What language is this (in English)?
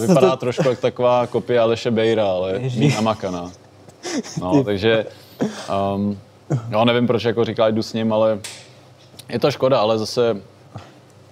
Czech